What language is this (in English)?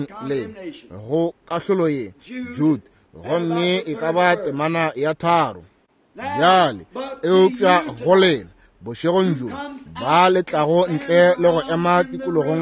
Northern Sotho